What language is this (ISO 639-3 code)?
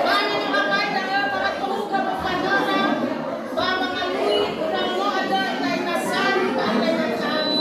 nia